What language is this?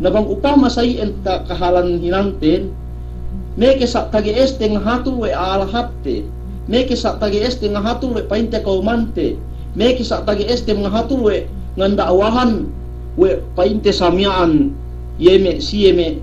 Yakan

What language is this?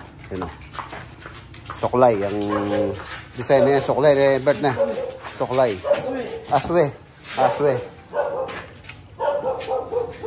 Filipino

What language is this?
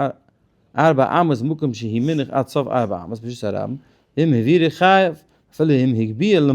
Yiddish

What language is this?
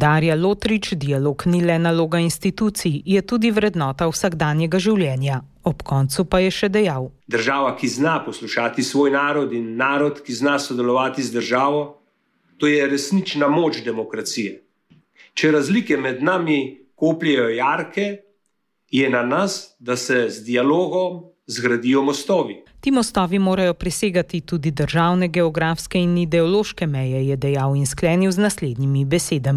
Slovenian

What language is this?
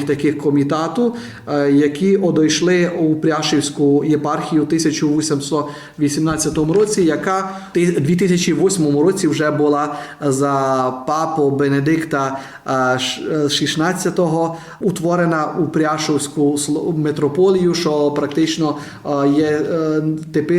Rusyn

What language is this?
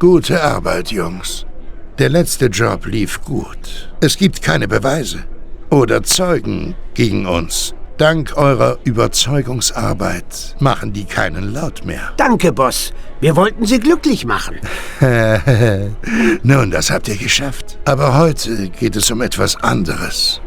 Bavarian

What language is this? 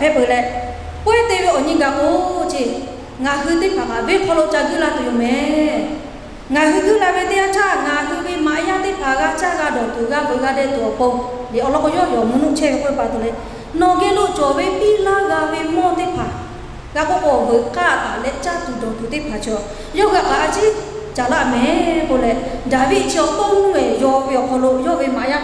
Lahu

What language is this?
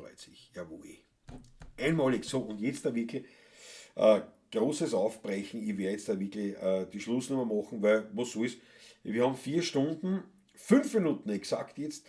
Bavarian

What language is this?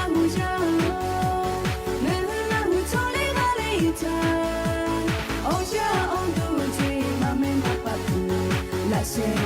Lahu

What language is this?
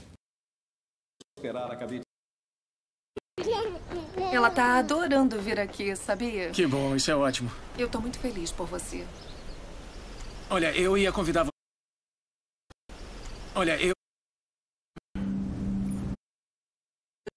Portuguese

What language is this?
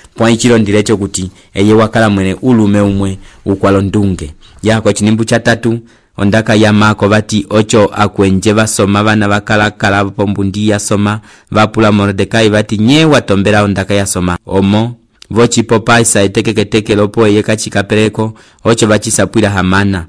Umbundu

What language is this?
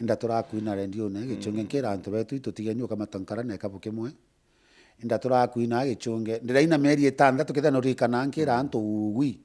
Meru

